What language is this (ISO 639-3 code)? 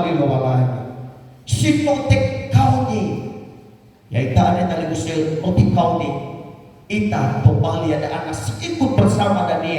nia